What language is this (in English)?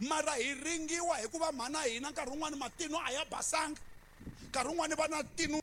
Tsonga